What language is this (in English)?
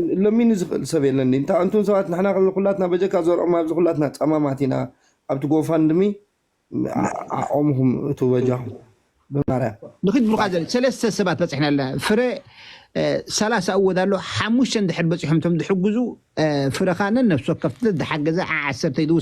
Tigrinya